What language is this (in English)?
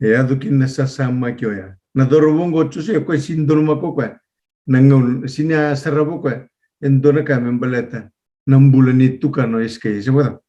Fijian